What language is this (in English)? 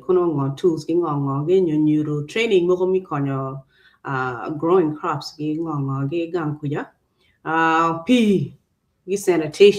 Acoli